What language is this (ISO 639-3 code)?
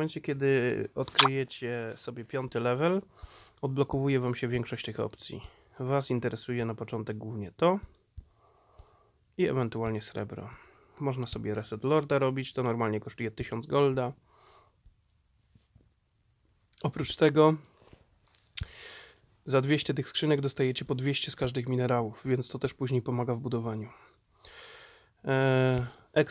pol